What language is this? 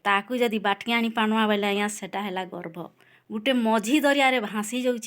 Odia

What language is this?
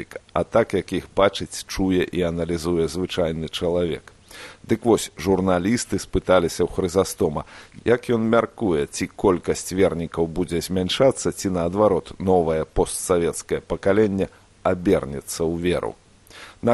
Belarusian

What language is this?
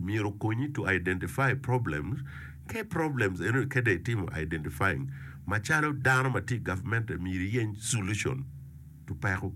Acoli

